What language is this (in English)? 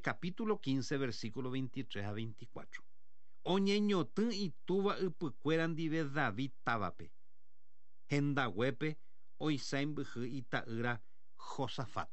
Guarani